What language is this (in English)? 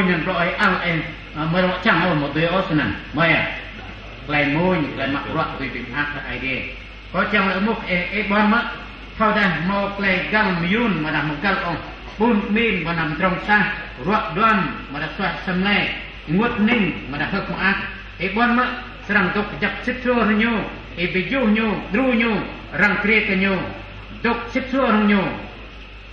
Central Mnong